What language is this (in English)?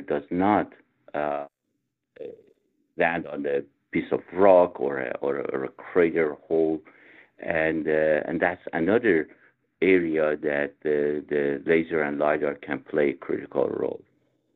English